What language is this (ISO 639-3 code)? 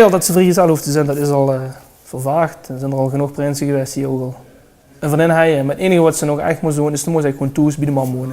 lim